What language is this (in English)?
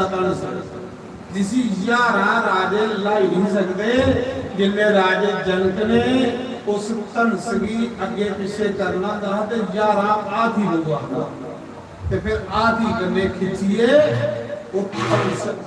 Dogri